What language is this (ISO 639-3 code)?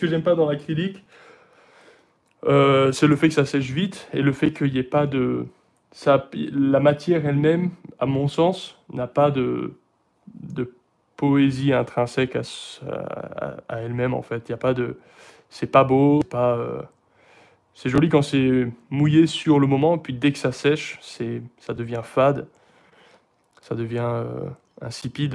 fra